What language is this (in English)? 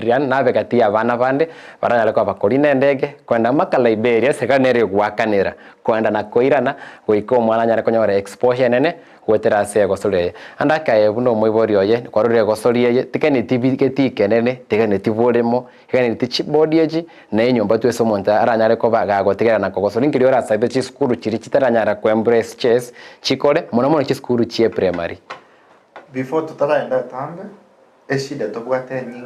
Gusii